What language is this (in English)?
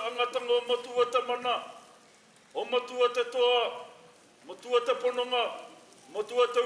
Māori